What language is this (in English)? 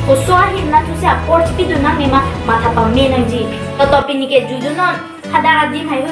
Karbi